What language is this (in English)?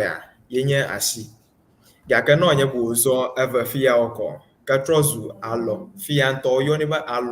Ewe